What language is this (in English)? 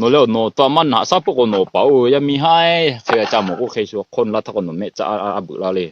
Lahu